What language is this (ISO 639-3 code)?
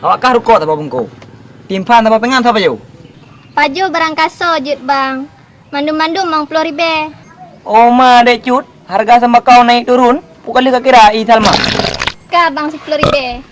ace